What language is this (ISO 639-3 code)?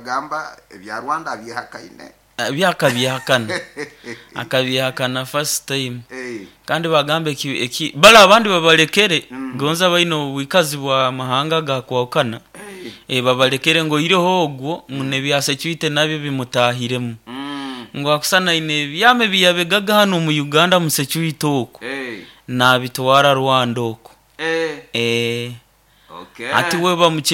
nyo